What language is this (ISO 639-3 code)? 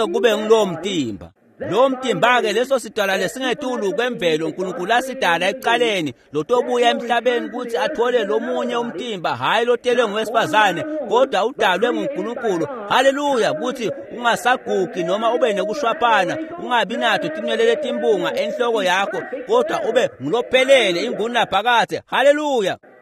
ssw